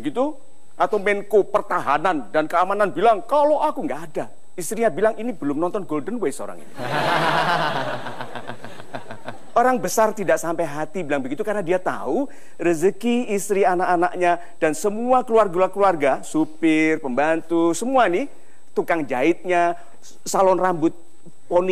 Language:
Indonesian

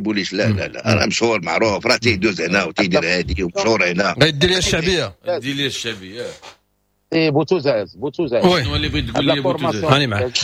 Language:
Moroccan Arabic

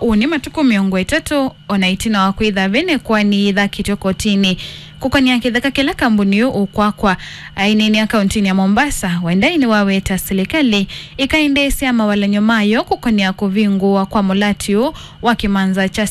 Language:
Kamba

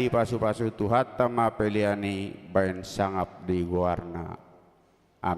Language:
Batak Toba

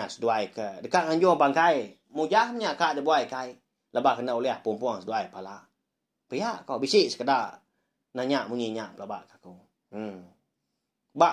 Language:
Iban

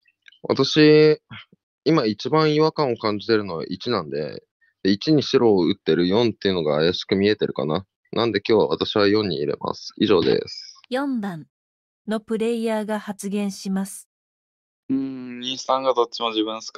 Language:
Japanese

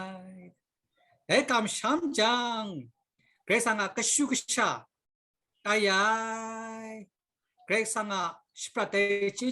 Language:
Kachin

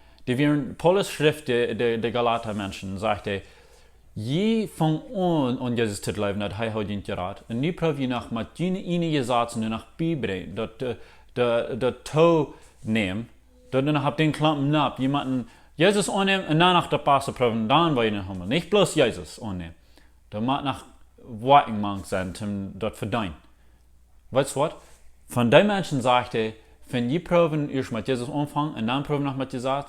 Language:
Plautdietsch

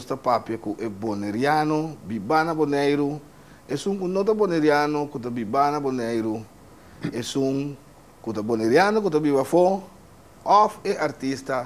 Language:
Papiamento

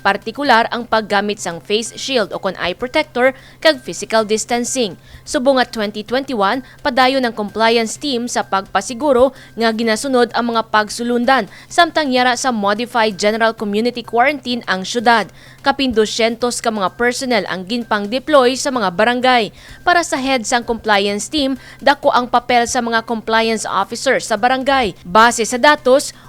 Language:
Hiligaynon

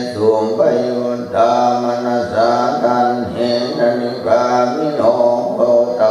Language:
Pali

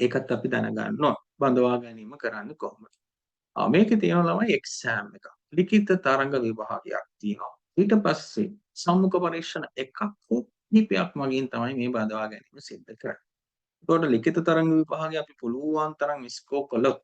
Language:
Sinhala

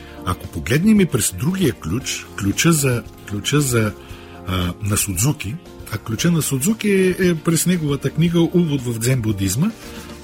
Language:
Bulgarian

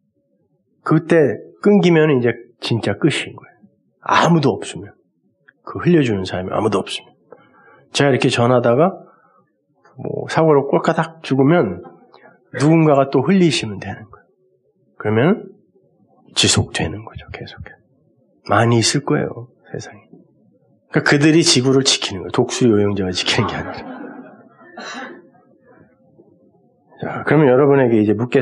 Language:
Korean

